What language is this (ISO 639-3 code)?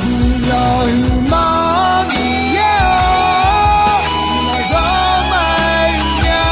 ahk